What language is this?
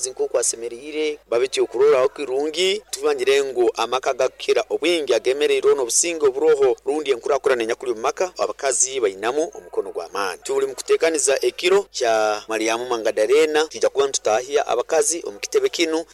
Nyoro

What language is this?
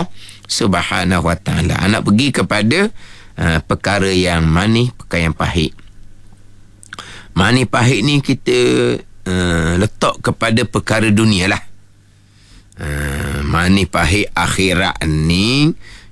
Malay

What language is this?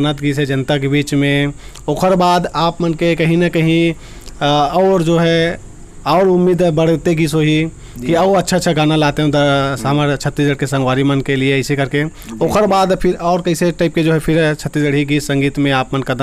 Chhattisgarhi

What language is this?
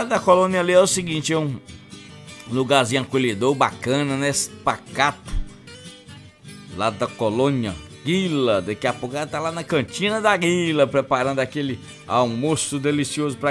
Portuguese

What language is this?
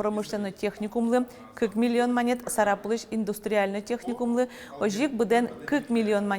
Udmurt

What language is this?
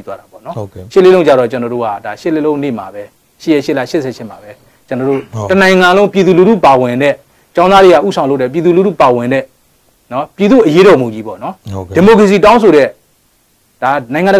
Burmese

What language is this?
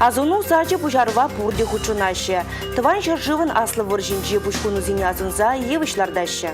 Chuvash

